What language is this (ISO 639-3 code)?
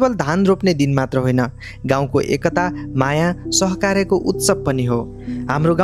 nep